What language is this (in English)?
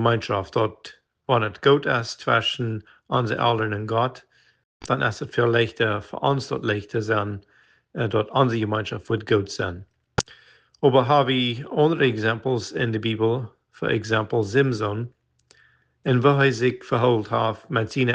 Plautdietsch